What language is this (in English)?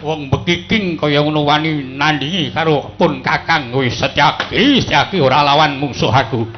Javanese